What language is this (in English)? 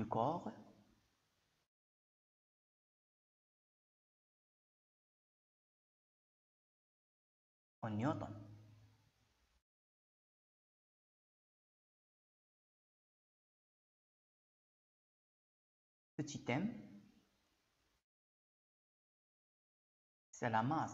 French